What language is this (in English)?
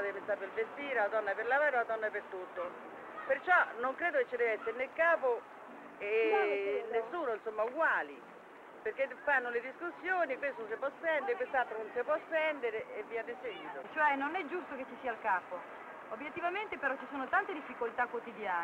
Italian